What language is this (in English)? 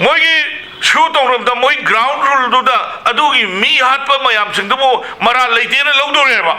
Manipuri